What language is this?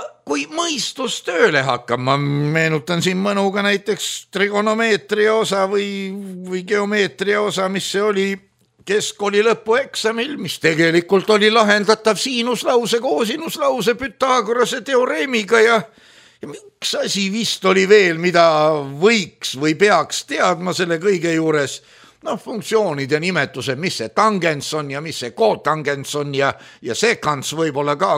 Estonian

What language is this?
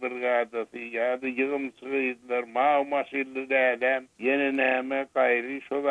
Turkmen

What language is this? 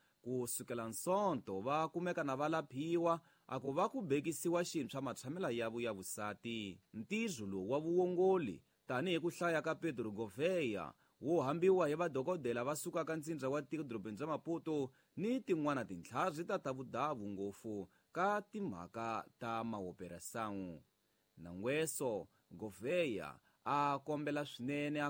Tsonga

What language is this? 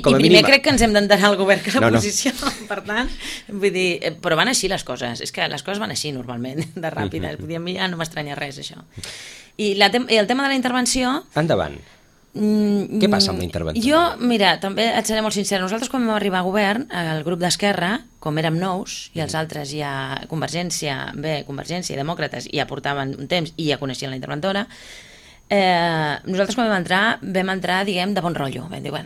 Catalan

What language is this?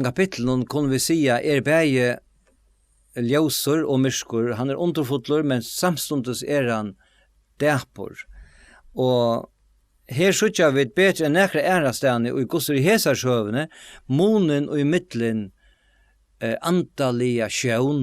Faroese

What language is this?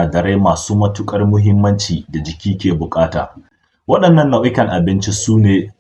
Hausa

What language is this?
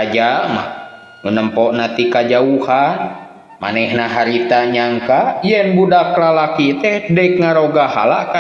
Sundanese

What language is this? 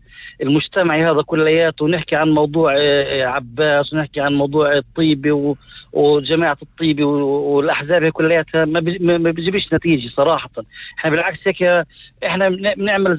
North Levantine Arabic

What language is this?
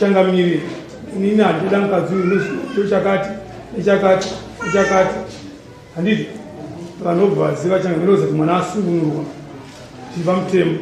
Shona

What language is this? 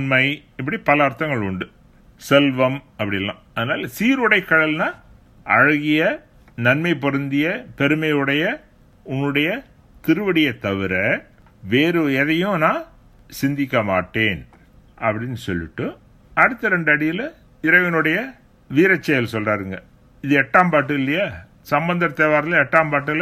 Tamil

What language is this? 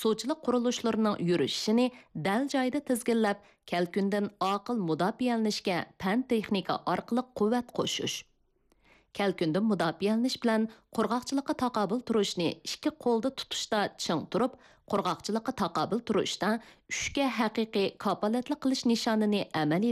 Uyghur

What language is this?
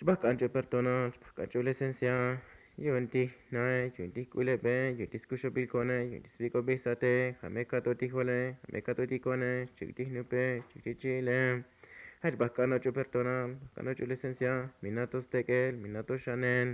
Tzotzil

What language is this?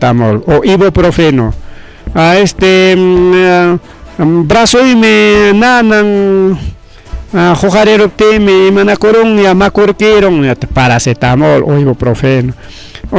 Ayacucho Quechua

